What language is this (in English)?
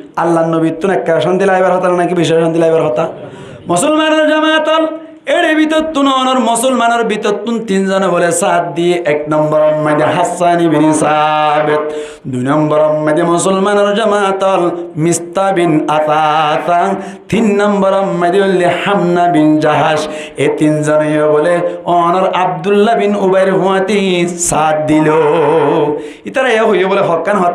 Rohingya